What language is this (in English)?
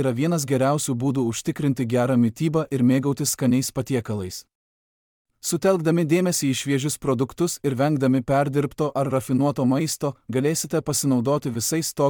Lithuanian